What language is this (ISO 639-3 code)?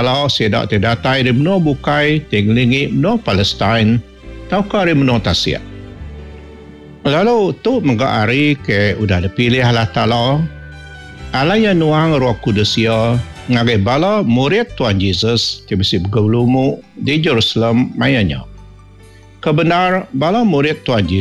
iba